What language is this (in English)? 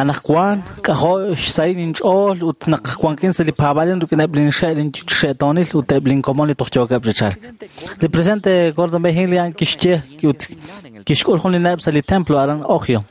Kekchí